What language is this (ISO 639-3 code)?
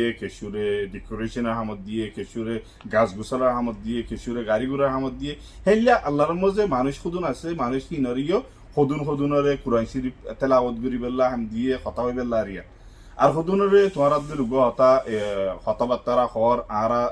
rhg